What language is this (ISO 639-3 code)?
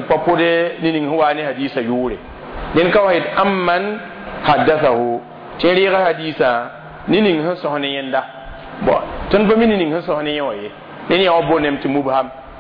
mos